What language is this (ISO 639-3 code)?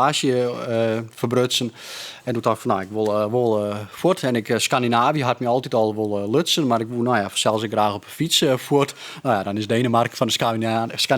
fry